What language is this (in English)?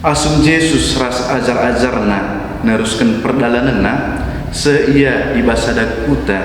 Batak Karo